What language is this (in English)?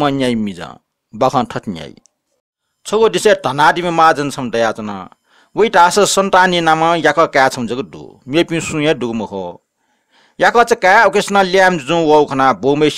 Newari